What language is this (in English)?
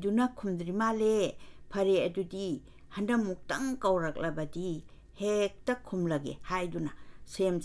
Manipuri